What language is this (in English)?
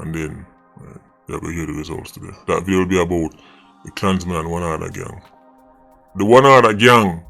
Jamaican Creole English